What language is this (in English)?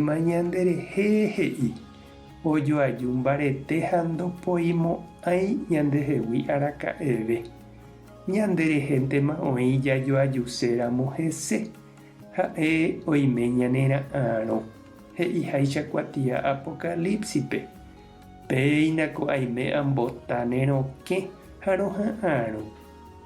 Guarani